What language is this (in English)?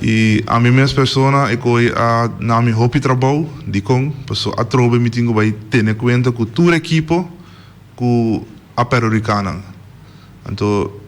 Papiamento